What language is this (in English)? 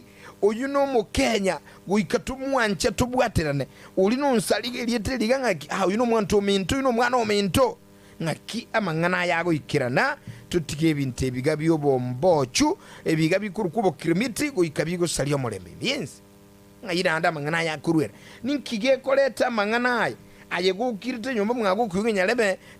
Gusii